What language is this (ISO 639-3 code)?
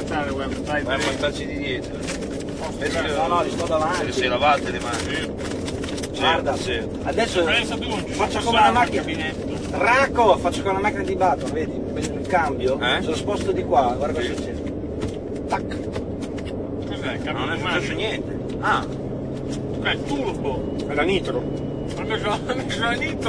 ita